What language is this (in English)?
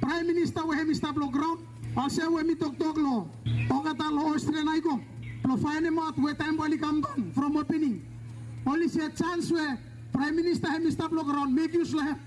Bislama